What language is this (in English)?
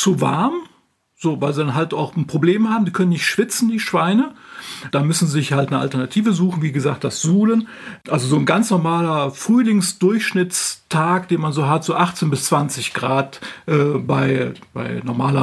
German